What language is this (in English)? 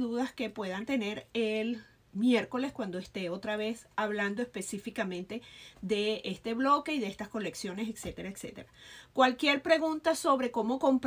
Spanish